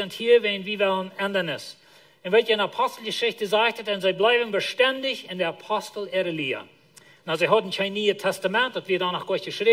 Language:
Plautdietsch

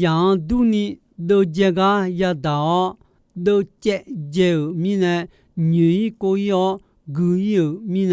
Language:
Akha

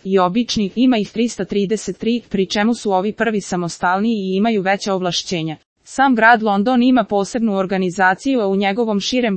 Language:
Serbian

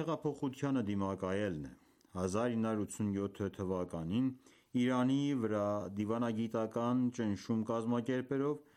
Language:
Armenian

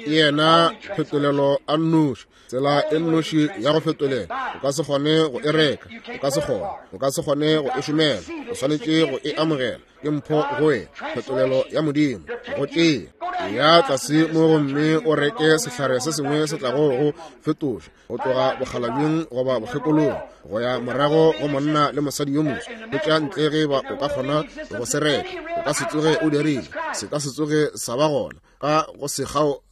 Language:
Northern Sotho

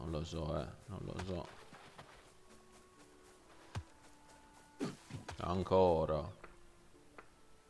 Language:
Italian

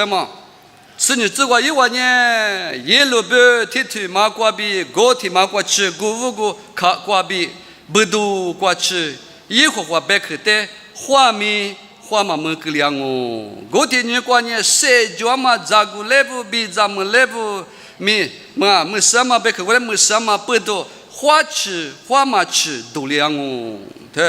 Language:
Lisu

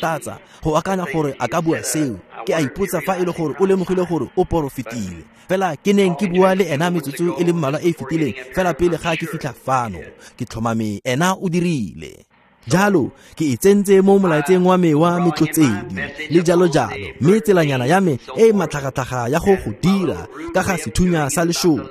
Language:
Tswana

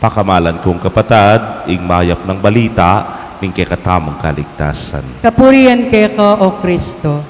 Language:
Pampanga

